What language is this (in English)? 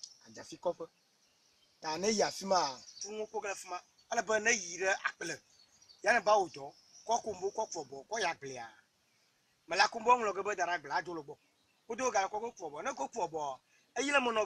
Ewe